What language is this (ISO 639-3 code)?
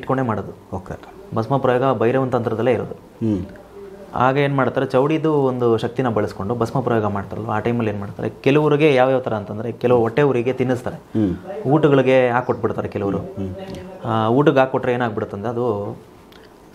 kan